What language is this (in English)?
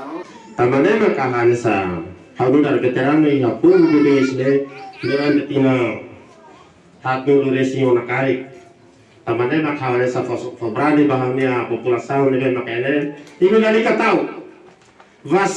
Tetum